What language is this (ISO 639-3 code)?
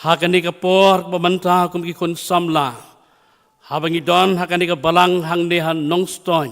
kha